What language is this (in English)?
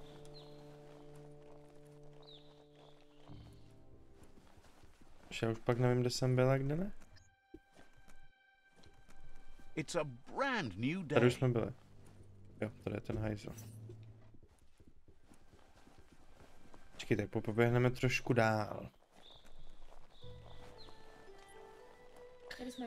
Czech